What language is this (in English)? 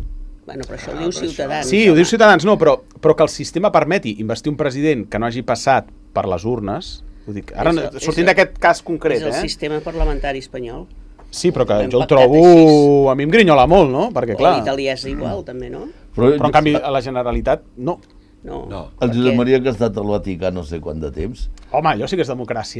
Catalan